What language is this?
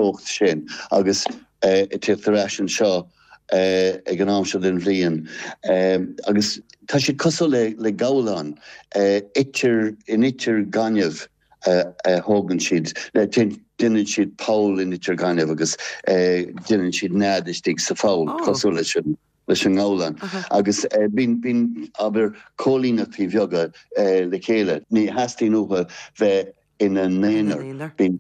Irish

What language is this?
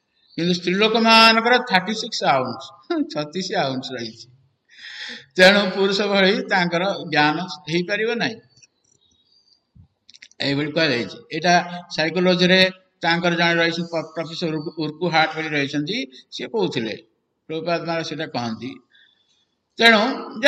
Odia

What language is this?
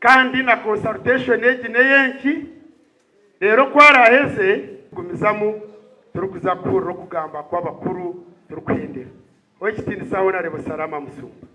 Nyankole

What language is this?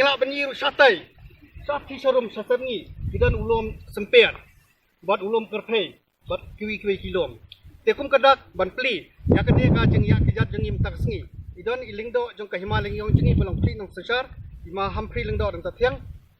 Khasi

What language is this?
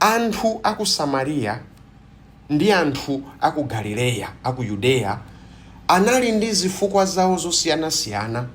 Nyanja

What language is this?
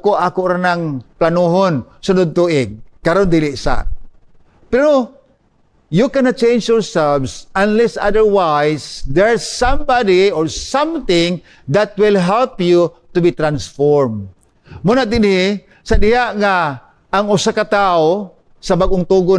Cebuano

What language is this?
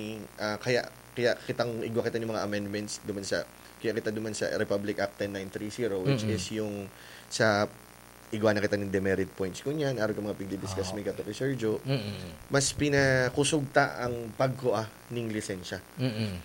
Bikol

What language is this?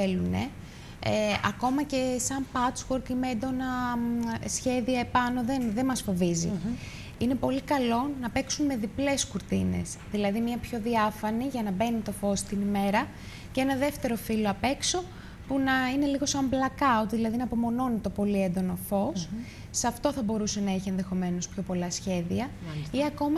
Greek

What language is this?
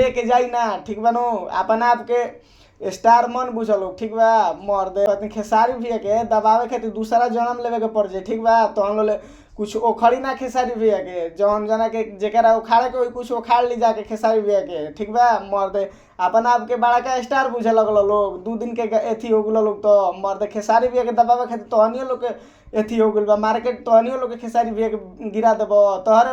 Bhojpuri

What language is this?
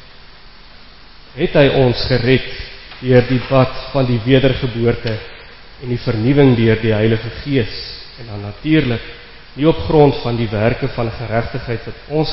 Afrikaans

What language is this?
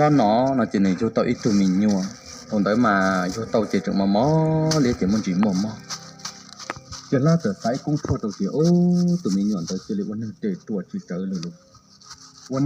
Hmong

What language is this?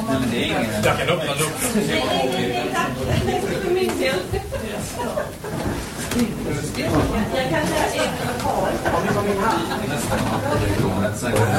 Swedish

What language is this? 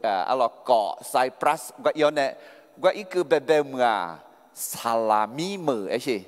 Akha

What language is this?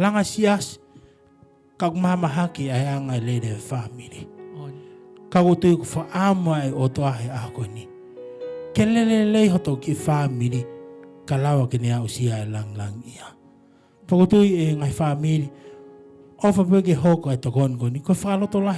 Tongan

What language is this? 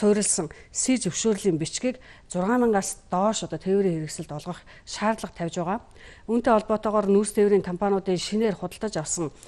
Mongolian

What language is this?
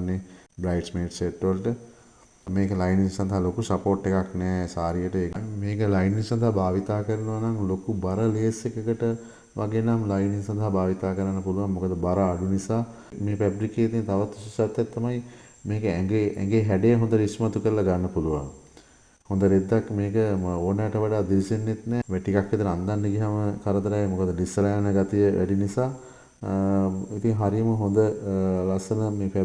Sinhala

